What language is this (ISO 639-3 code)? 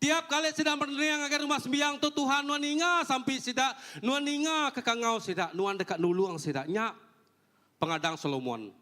iba